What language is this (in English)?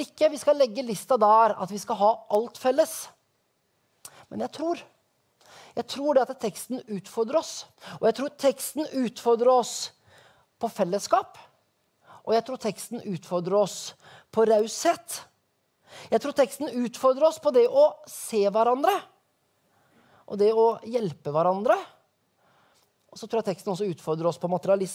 Norwegian